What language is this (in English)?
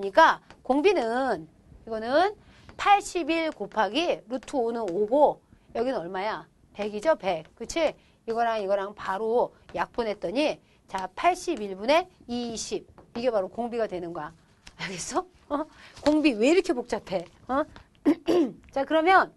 Korean